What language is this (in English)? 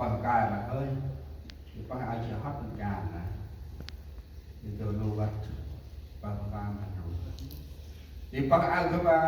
Central Mnong